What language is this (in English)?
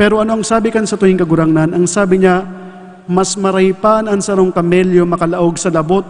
Bikol